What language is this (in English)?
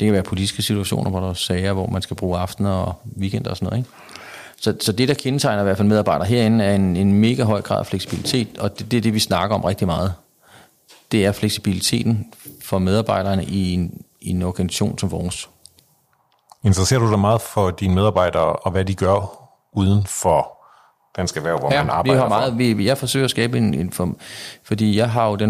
Danish